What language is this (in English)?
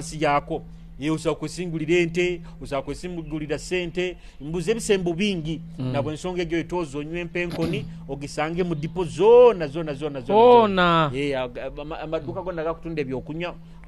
Nyoro